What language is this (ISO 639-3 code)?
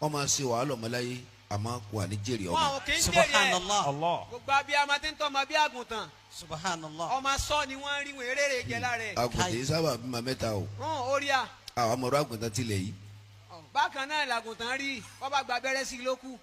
yor